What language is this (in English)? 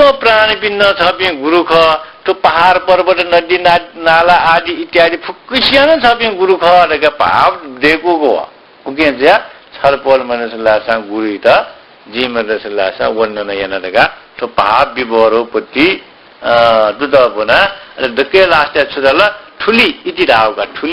Newari